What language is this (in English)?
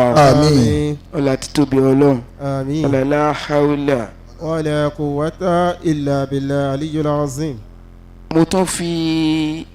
Yoruba